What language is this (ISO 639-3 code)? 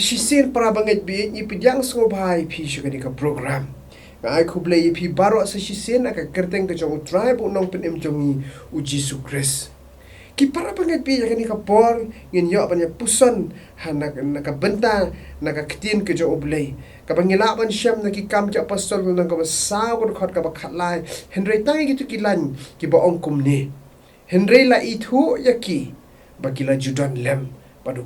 kha